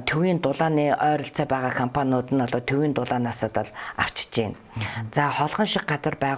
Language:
Mongolian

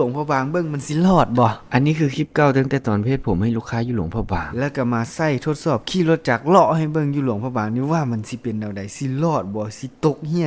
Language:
Lao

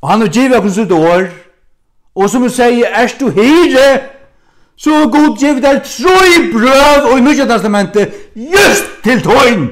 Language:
Faroese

